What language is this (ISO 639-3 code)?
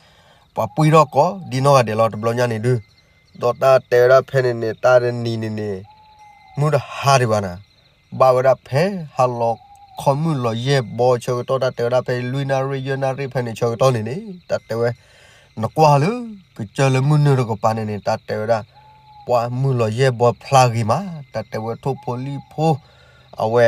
ksw